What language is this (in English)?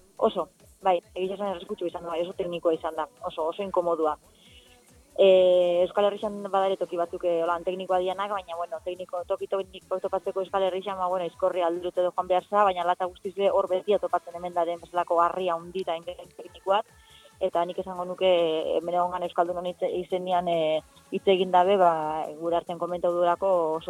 Basque